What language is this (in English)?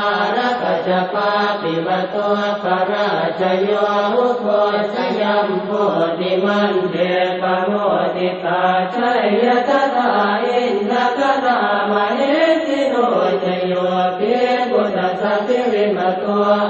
Pali